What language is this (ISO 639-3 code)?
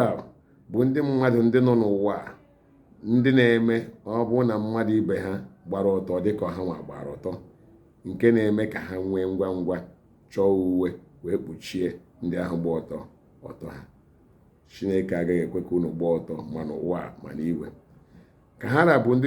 ibo